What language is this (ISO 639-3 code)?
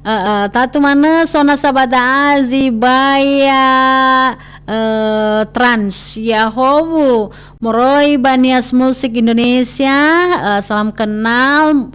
nia